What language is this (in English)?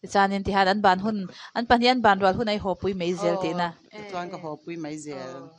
Mizo